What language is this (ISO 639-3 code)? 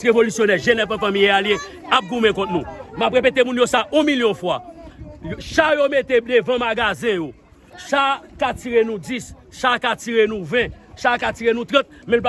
hat